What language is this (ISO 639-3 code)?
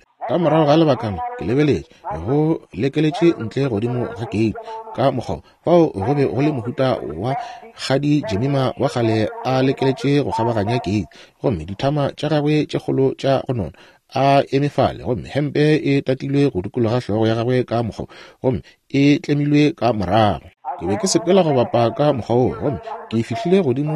nso